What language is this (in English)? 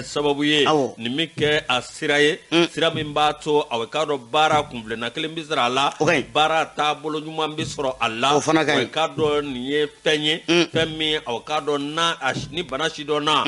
Bambara